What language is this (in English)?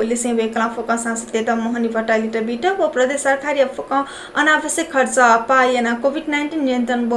Newari